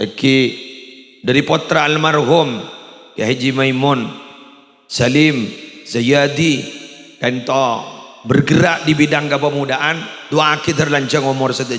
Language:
Madurese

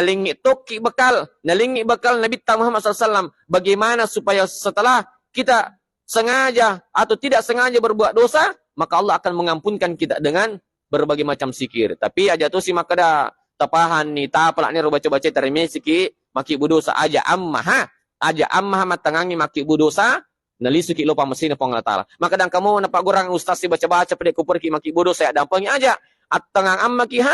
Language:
Buginese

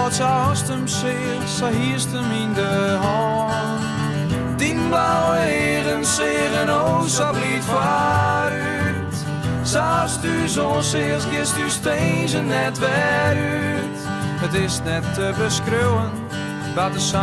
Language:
Western Frisian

